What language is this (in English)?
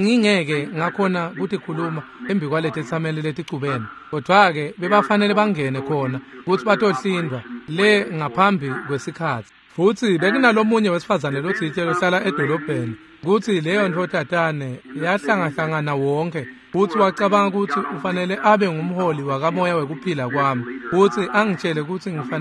Swati